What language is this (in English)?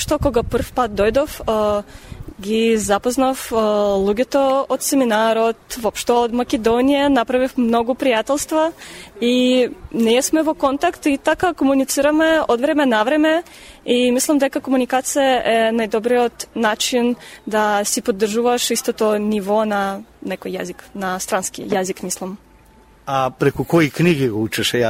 Macedonian